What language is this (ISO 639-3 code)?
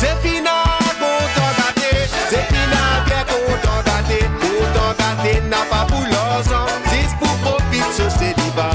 mfe